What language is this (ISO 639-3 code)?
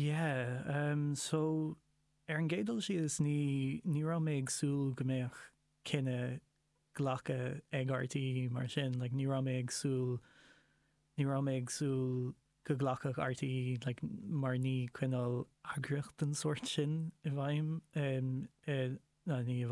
gle